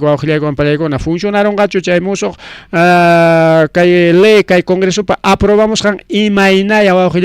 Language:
Ayacucho Quechua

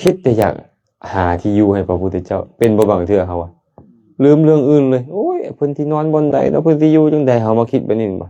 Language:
Lao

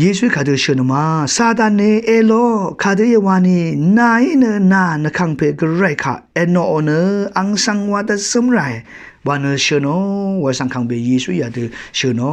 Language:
Rawang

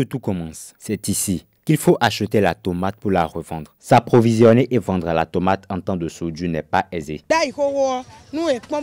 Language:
French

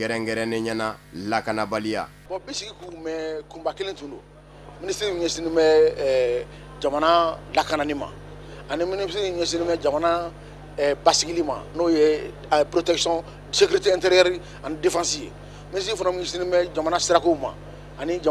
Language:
Bambara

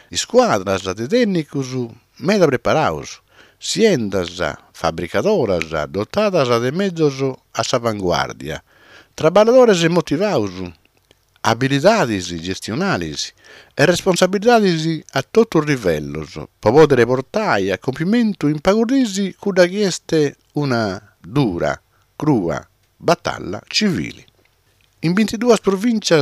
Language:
Sardinian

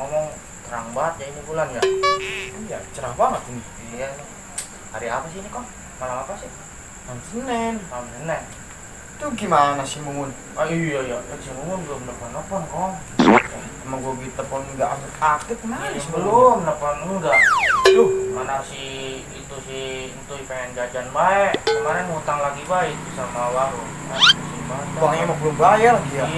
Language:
Betawi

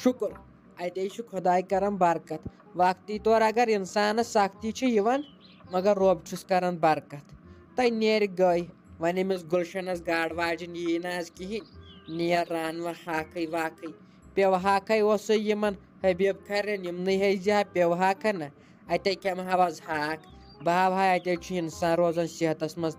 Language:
Kashmiri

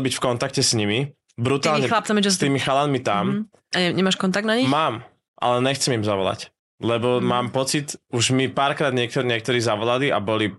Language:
Slovak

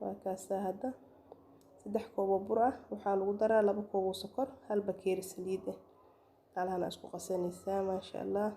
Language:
Somali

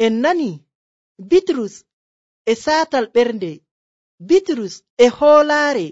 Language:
Nigerian Fulfulde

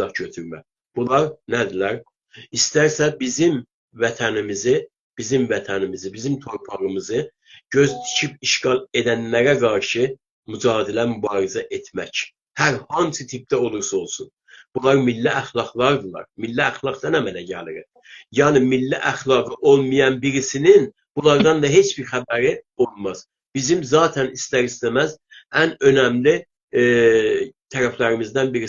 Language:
South Azerbaijani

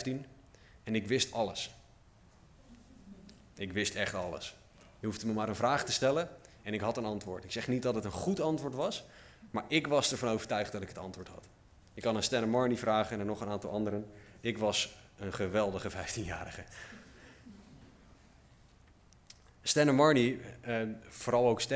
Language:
Dutch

